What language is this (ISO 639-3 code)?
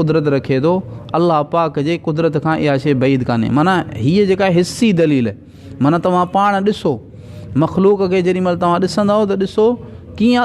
snd